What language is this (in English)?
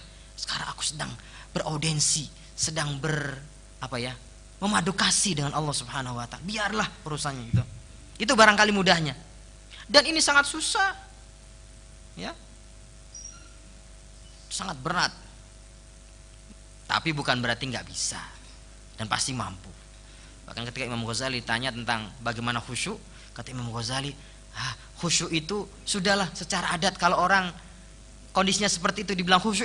Indonesian